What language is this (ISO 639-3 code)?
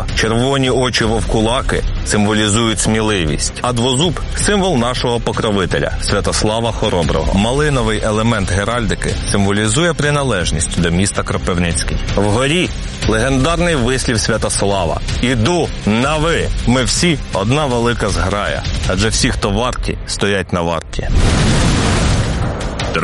ukr